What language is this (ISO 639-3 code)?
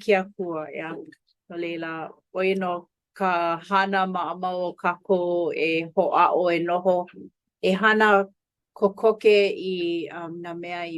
haw